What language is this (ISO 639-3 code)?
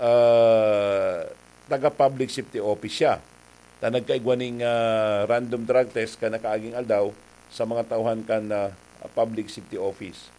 bik